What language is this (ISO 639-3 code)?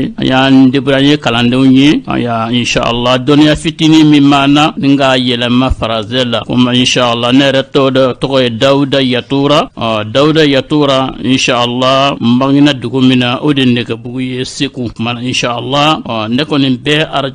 bam